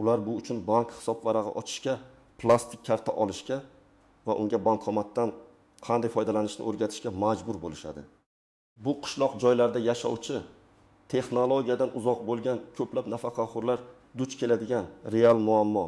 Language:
Uzbek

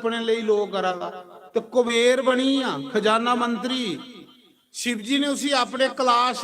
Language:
Dogri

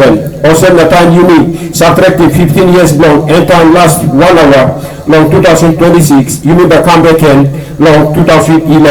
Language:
Tok Pisin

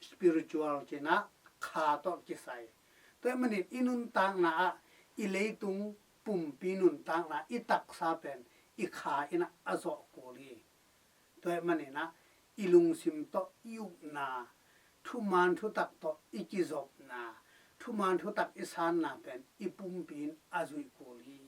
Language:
Tedim Chin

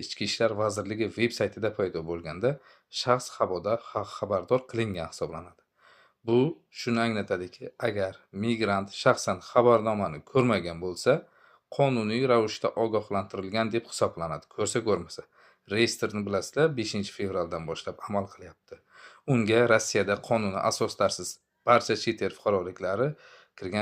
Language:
Uzbek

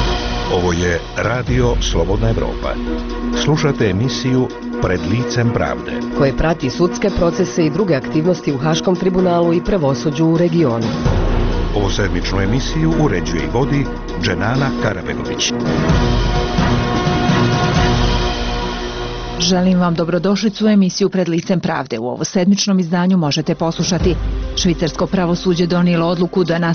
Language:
Bosnian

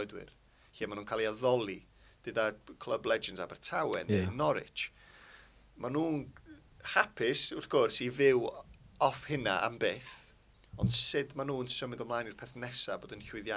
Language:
Welsh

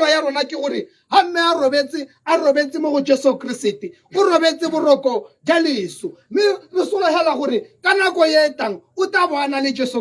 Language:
Tswana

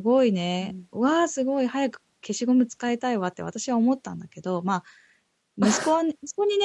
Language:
Japanese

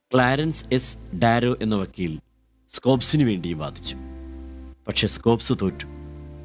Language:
Malayalam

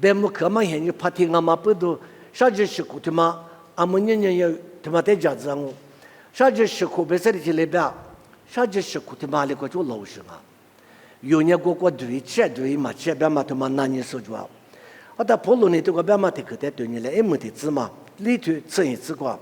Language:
Lisu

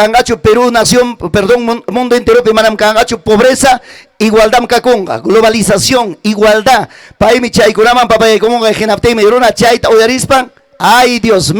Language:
Ayacucho Quechua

